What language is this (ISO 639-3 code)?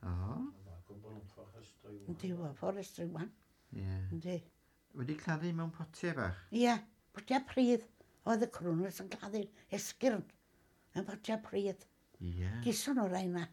cym